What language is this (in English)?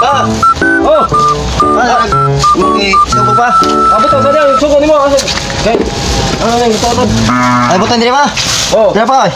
Cebuano